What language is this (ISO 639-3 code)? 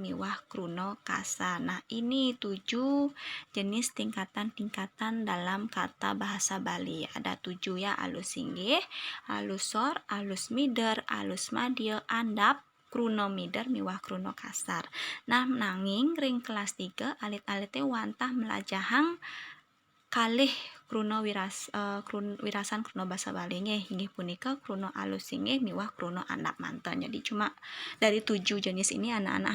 ban